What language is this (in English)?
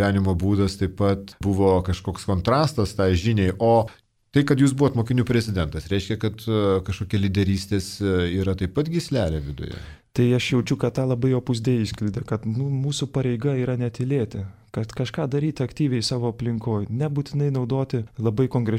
Lithuanian